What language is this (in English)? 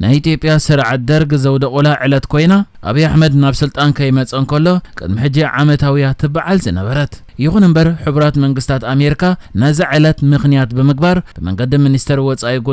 Tigrinya